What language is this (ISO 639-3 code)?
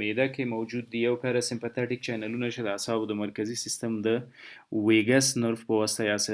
pus